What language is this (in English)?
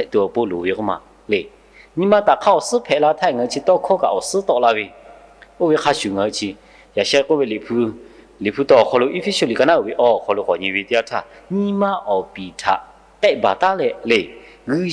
Lahu